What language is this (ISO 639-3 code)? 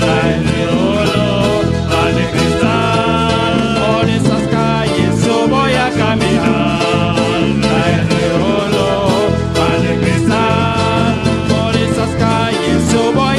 pap